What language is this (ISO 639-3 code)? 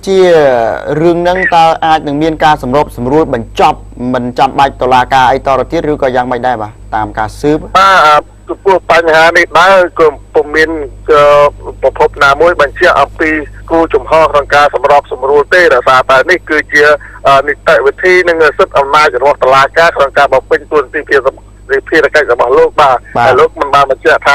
khm